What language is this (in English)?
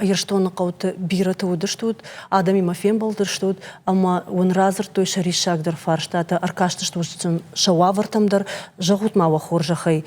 Ossetic